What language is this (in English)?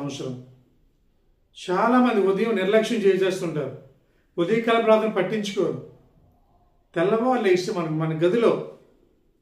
Telugu